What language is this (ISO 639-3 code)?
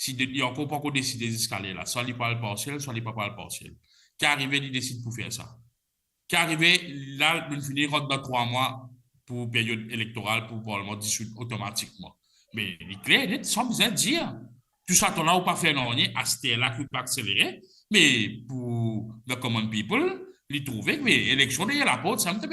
mfe